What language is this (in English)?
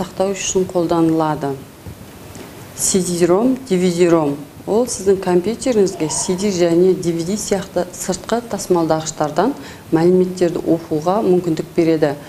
Kazakh